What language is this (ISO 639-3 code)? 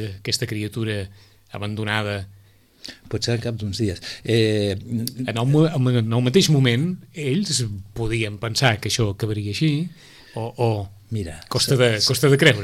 cat